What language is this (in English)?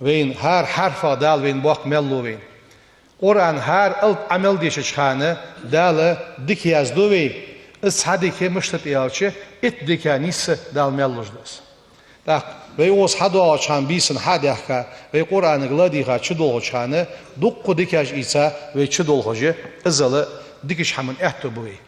Ingush